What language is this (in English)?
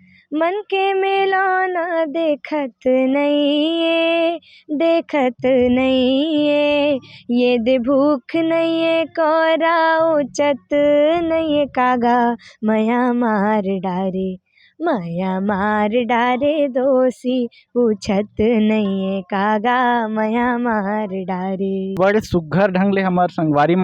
Chhattisgarhi